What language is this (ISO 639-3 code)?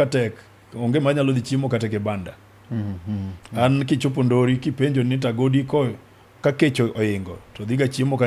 luo